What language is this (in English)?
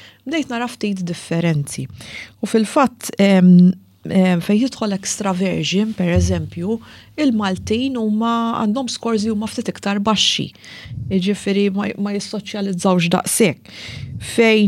Maltese